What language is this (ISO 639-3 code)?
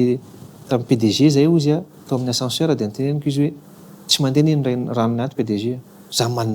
mlg